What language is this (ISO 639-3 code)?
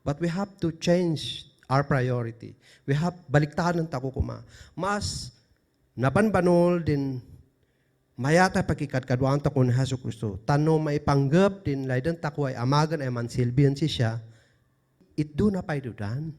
kne